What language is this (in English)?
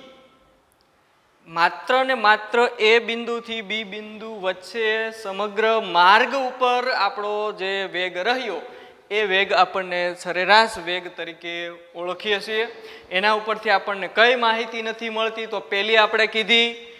Gujarati